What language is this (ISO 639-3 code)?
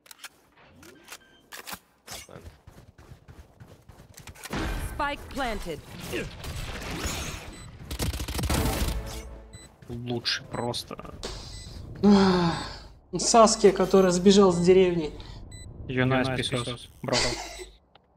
rus